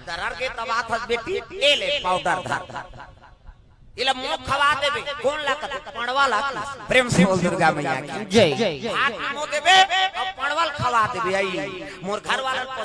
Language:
Chhattisgarhi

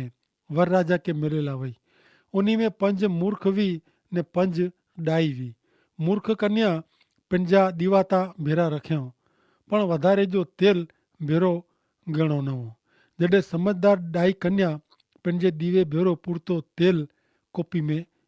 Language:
Kachhi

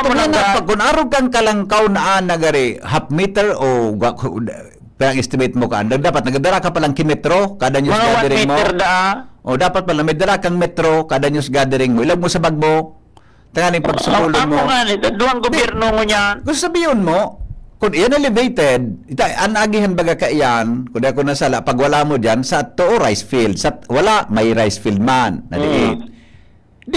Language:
Bikol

